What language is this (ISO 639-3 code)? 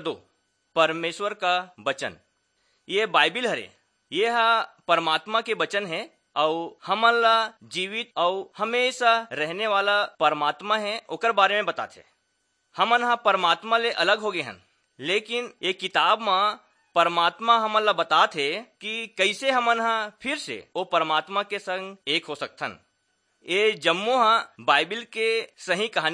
hne